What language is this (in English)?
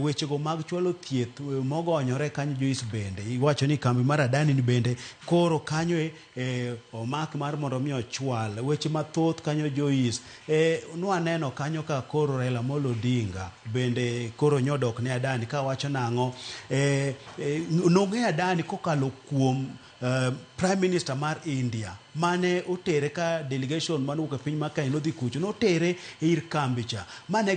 Luo (Kenya and Tanzania)